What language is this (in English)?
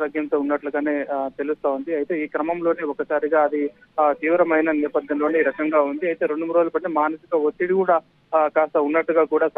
Telugu